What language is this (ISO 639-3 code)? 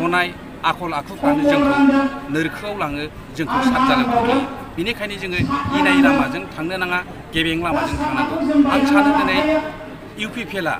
brx